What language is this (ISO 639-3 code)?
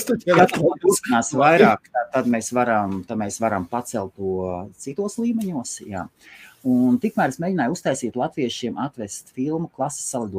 lav